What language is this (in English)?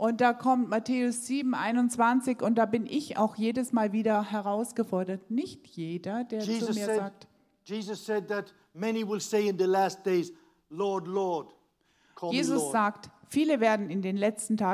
German